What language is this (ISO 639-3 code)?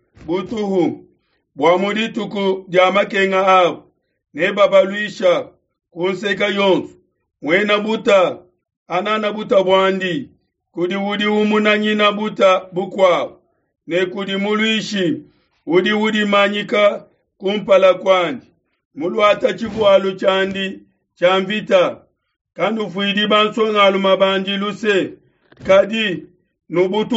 lua